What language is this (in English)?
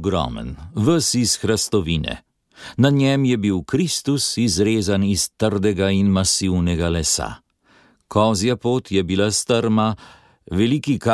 Slovenian